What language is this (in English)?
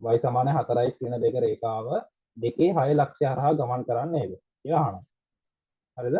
Sinhala